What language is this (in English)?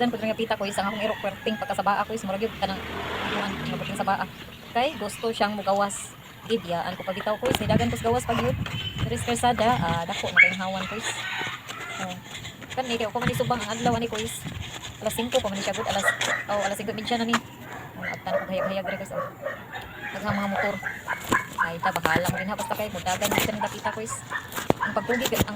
Cebuano